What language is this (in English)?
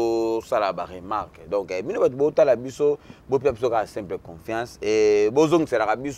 Lingala